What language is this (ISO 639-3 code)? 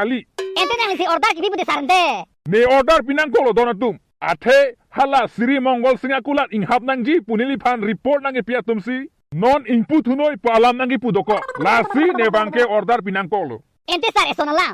mjw